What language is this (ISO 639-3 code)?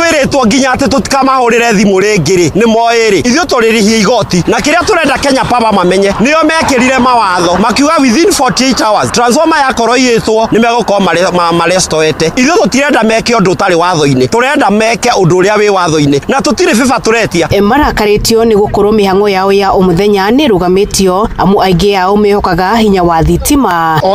kik